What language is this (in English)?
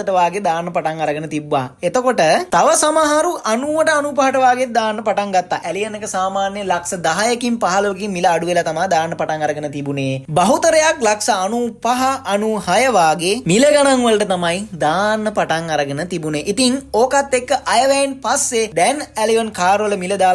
Sinhala